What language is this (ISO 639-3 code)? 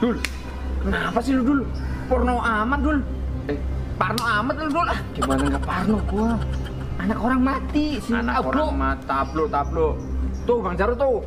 bew